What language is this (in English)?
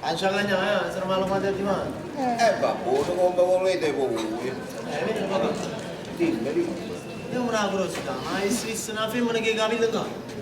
Neapolitan